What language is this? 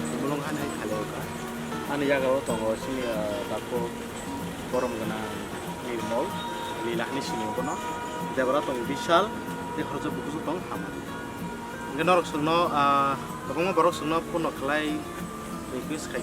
Kok Borok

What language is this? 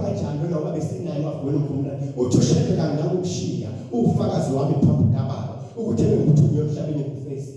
Zulu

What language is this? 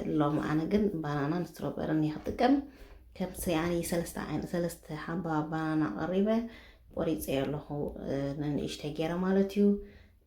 Tigrinya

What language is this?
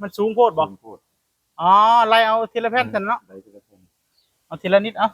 Northeastern Thai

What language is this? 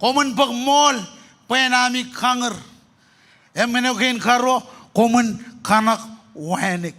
Marshallese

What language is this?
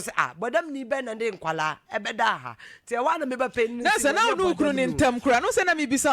Akan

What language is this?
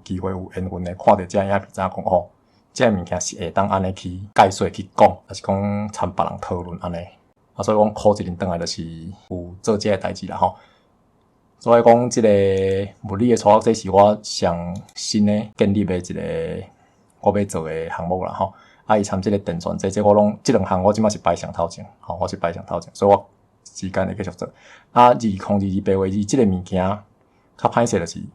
Min Nan Chinese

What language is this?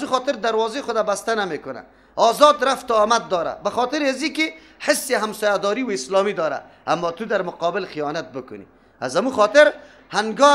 Persian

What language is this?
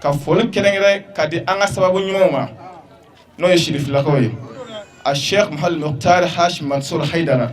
Bambara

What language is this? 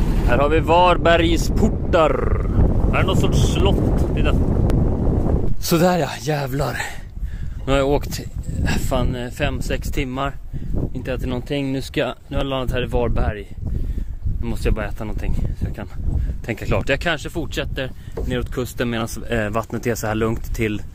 Swedish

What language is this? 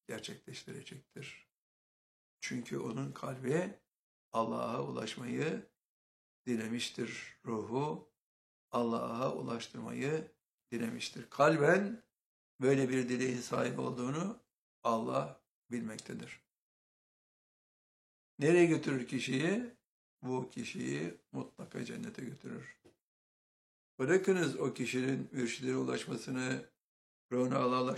Turkish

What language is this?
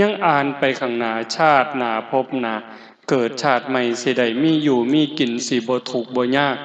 Lao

